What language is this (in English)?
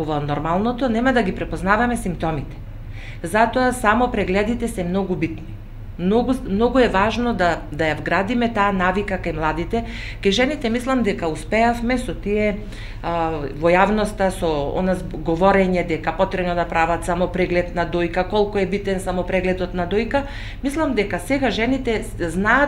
Macedonian